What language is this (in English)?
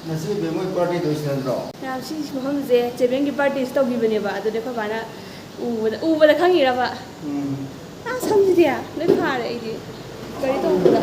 Manipuri